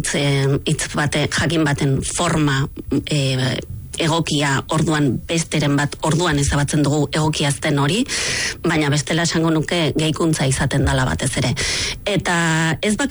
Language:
Basque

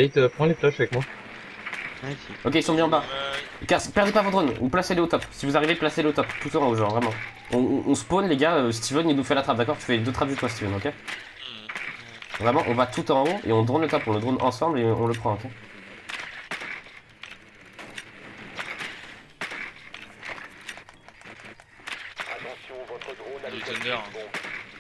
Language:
French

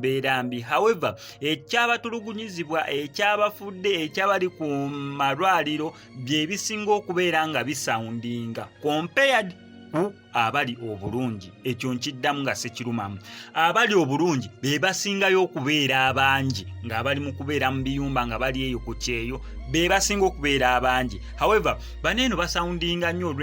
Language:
Ganda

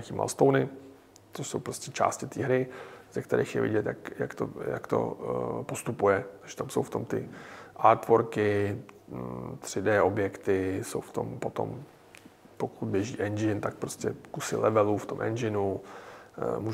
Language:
Czech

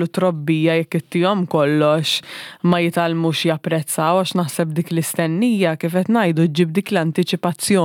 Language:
Maltese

